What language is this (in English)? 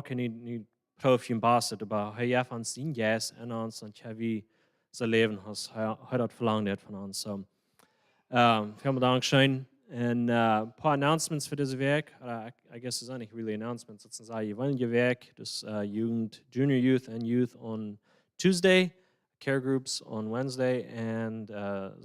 Plautdietsch